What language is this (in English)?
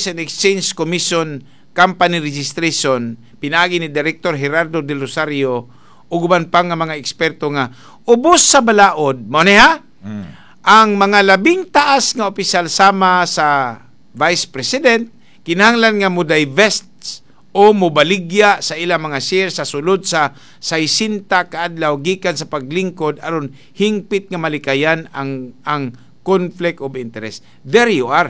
Cebuano